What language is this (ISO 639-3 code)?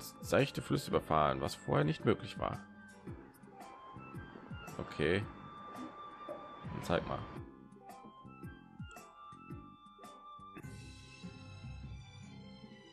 deu